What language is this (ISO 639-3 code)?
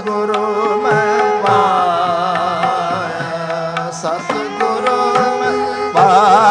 pan